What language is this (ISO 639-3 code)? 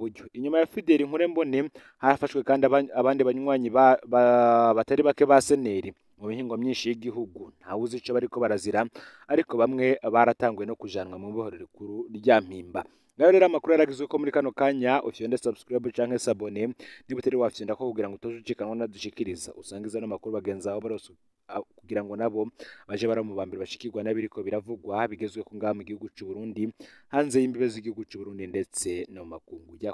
run